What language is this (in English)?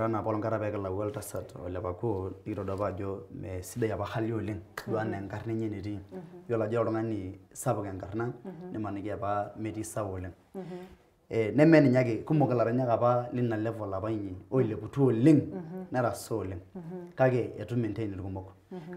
Masai